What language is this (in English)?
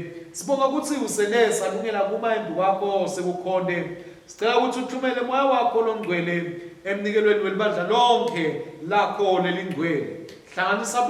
Swati